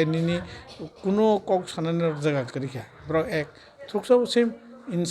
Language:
Kok Borok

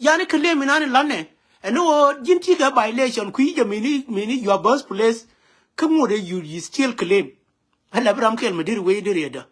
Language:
Nuer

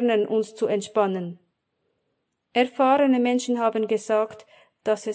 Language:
German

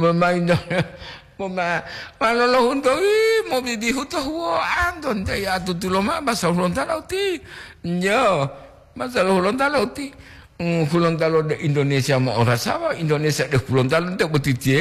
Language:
Gorontalo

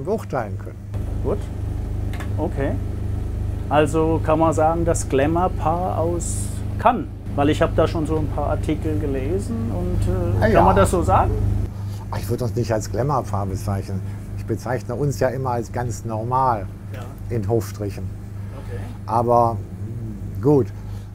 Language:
German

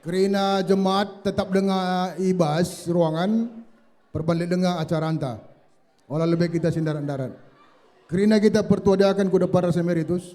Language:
Batak Karo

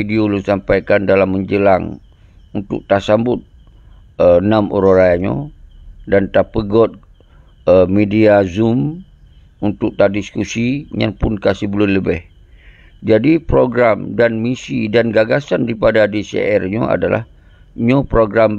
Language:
Achinese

